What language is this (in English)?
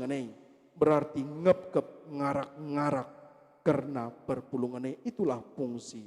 Batak Karo